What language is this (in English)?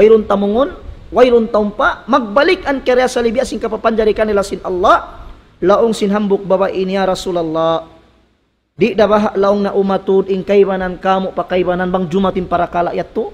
Tausug